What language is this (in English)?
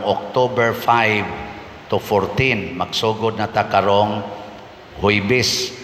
Cebuano